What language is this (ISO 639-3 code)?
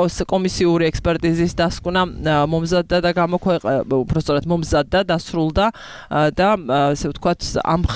kat